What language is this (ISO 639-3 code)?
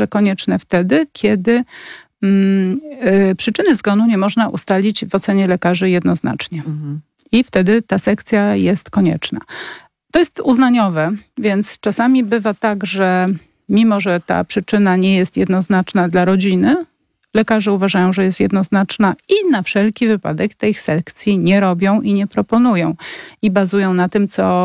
pol